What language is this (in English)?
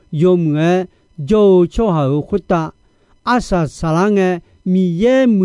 Akha